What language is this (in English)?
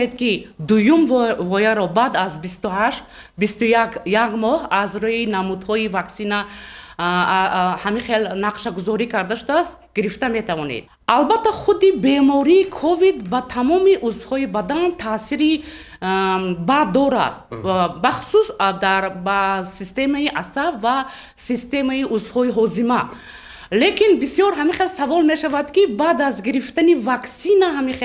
Tajik